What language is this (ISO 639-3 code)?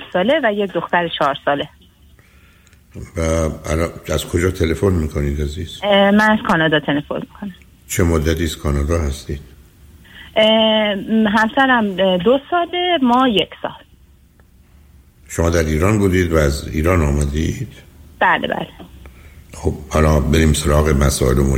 fas